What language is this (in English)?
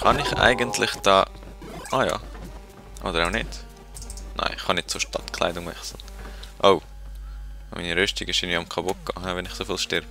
Swiss German